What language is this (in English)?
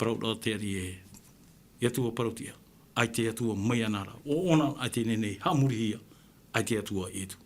Tahitian